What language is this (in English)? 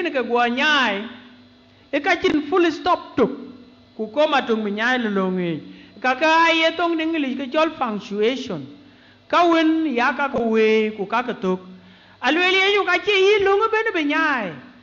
Dinka